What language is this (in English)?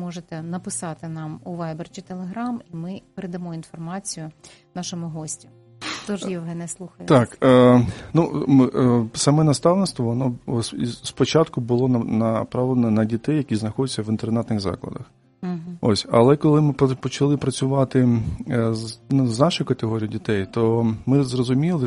Ukrainian